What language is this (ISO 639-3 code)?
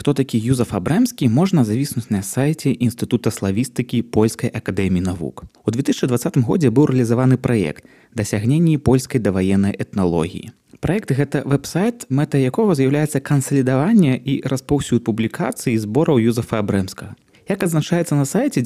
bel